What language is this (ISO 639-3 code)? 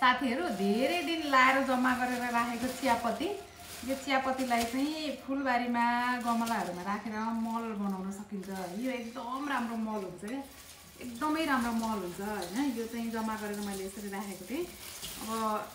nep